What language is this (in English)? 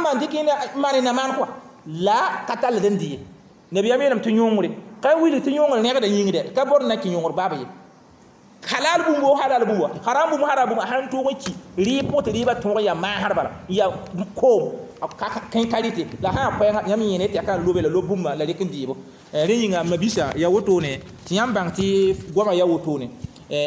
Mossi